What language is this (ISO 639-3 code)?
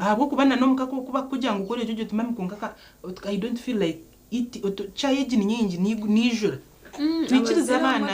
nyn